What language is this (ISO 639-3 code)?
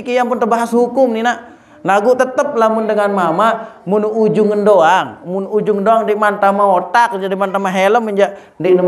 sas